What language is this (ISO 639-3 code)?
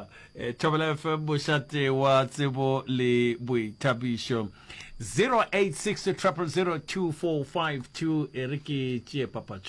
nso